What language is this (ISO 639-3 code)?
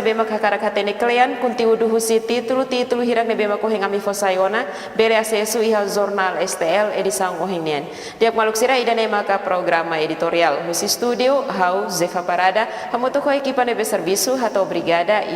tet